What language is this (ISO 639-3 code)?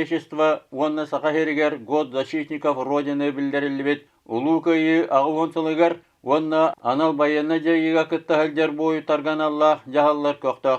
sah